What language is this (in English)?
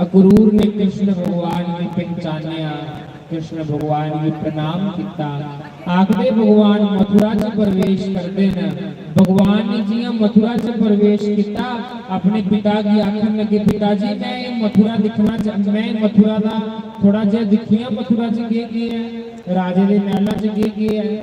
Dogri